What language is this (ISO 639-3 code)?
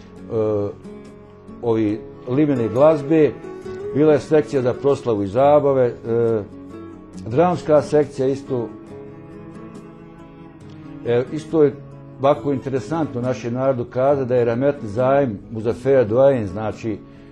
bos